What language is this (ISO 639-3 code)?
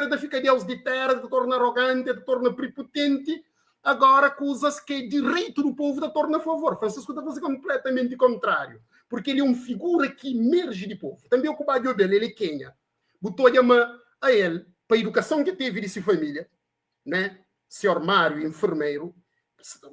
kea